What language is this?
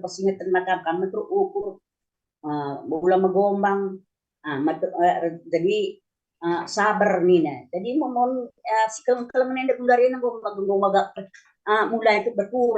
Batak Karo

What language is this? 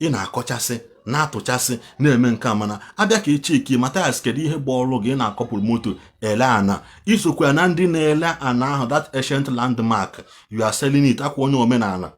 Igbo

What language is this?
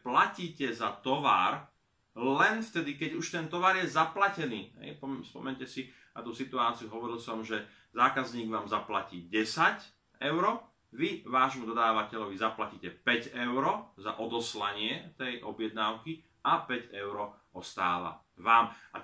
Slovak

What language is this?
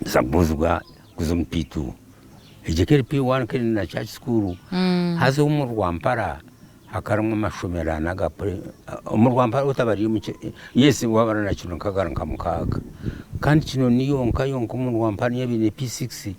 Nyankole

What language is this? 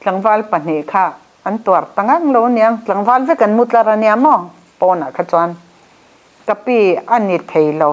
Mizo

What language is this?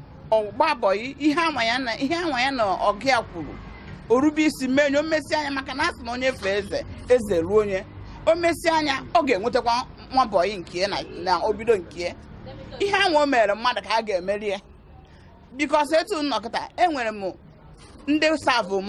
Igbo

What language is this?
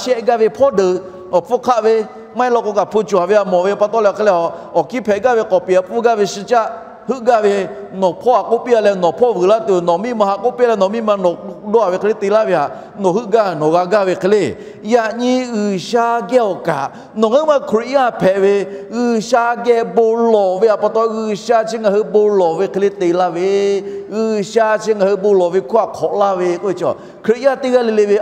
Lahu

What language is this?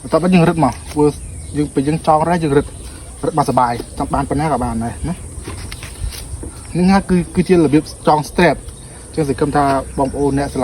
Khmer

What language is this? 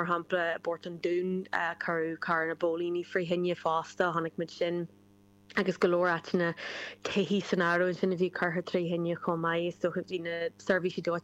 Irish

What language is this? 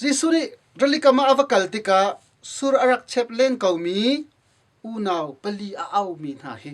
Hakha Chin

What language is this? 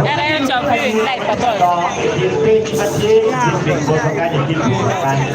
Acoli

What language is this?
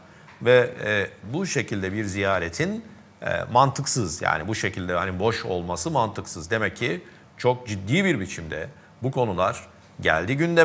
Turkish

